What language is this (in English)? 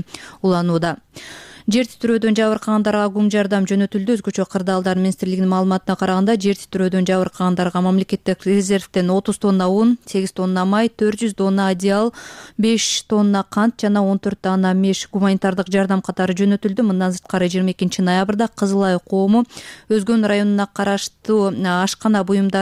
Kyrgyz